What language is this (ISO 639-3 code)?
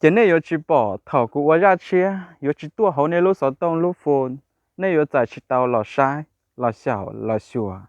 hmn